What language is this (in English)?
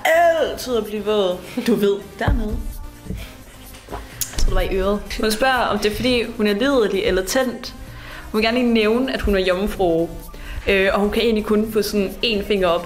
Danish